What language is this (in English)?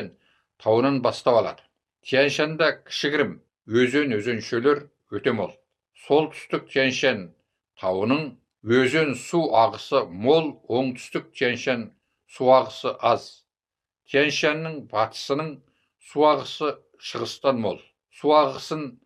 Kazakh